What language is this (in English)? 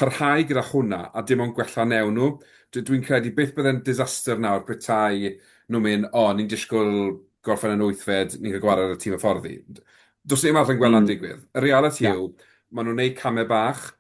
Welsh